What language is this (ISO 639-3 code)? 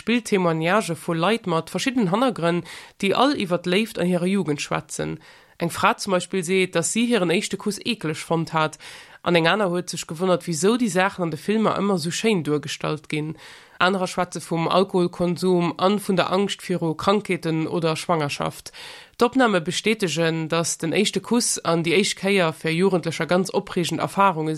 ltz